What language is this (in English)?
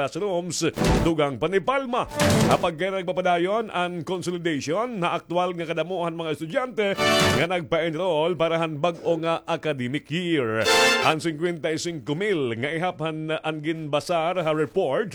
Waray